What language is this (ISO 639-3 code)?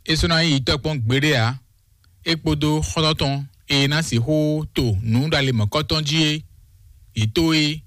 fon